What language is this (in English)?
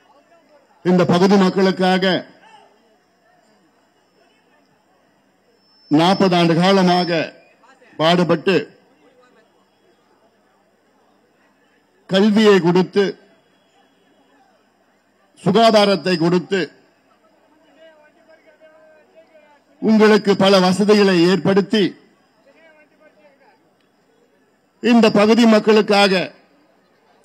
Tamil